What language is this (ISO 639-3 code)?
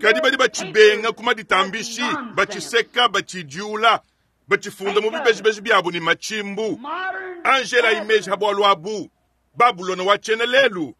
lua